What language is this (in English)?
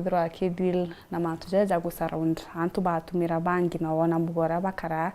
Meru